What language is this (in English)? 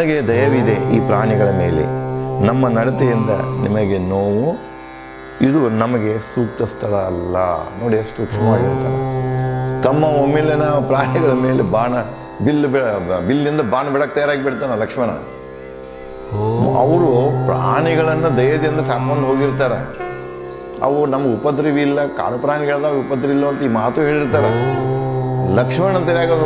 Kannada